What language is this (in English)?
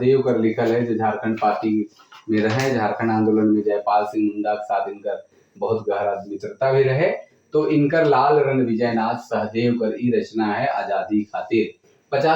Sadri